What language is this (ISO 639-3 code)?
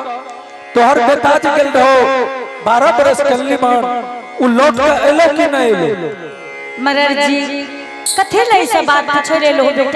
anp